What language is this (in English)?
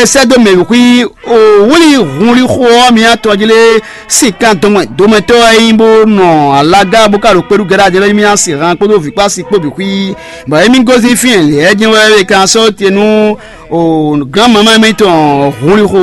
Fon